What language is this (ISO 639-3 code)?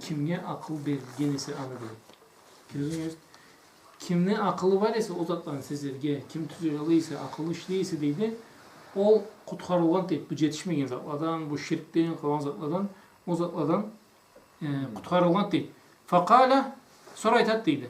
krc